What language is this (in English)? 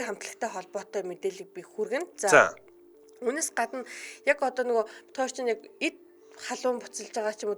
Mongolian